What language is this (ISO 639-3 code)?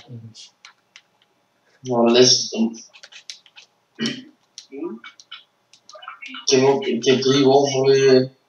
nld